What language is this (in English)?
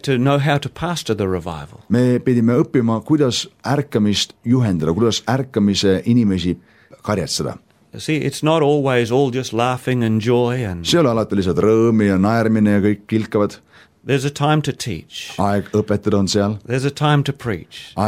Estonian